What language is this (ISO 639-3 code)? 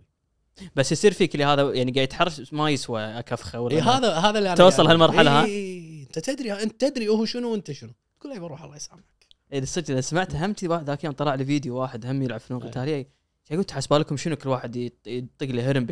afb